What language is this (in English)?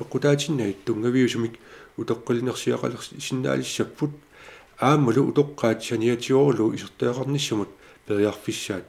Kalaallisut